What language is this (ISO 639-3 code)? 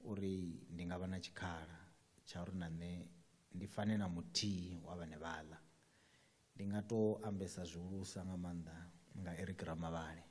ven